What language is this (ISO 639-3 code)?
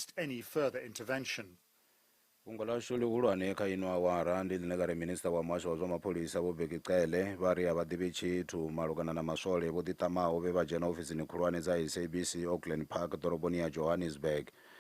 ven